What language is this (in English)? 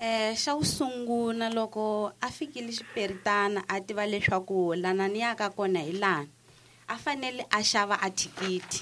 Tsonga